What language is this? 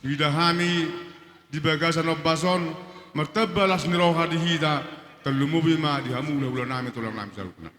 Batak Toba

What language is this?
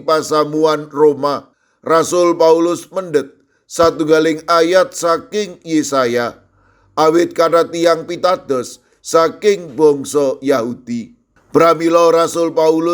Javanese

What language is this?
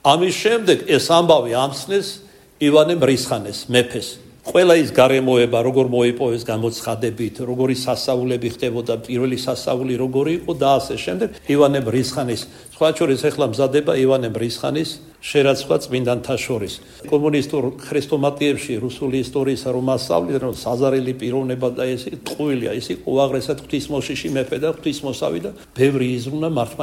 Georgian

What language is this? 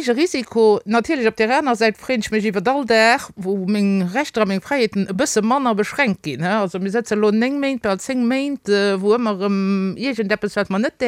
Luxembourgish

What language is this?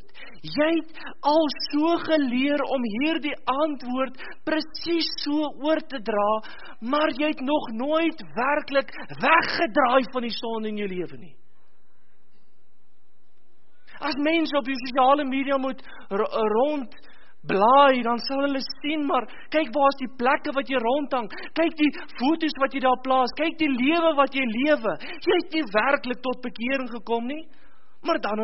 Afrikaans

